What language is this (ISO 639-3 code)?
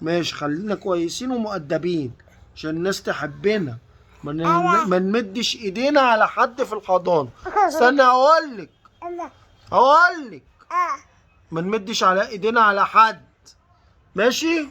arz